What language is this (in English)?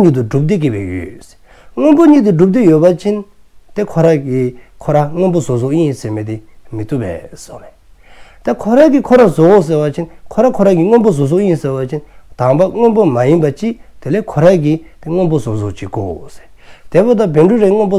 Dzongkha